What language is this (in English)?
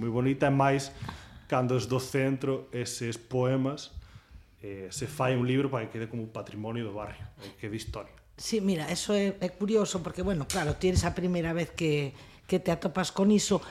Galician